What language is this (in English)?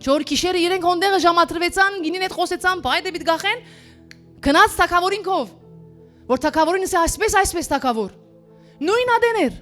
Western Armenian